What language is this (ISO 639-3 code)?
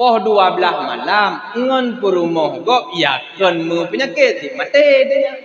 ace